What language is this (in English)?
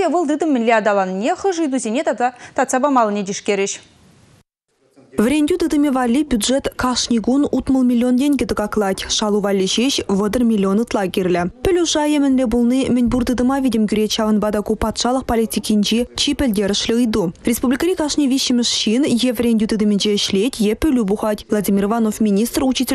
Chuvash